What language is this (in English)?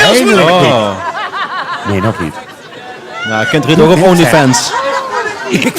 Limburgish